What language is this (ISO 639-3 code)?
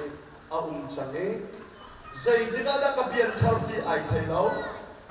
cnh